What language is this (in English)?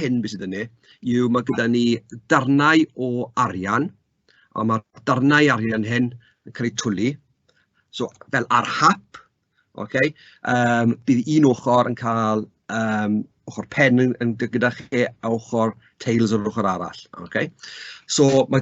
Welsh